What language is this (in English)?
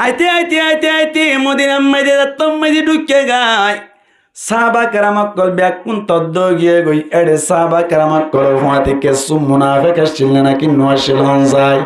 Rohingya